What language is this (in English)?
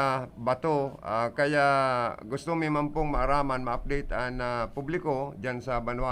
Bikol